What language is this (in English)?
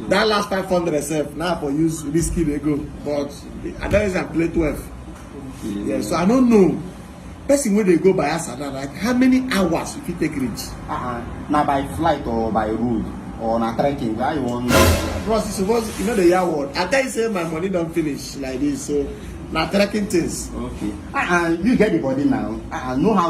Nigerian Pidgin